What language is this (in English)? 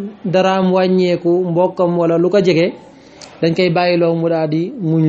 Wolof